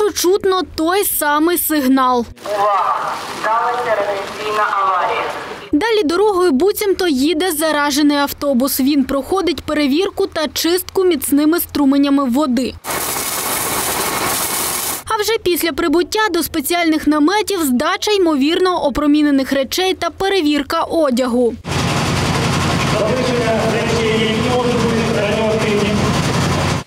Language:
Ukrainian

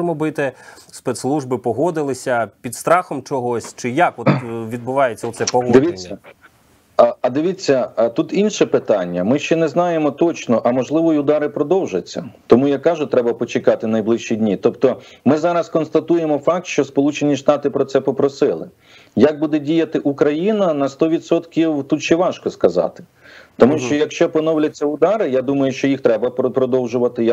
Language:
Ukrainian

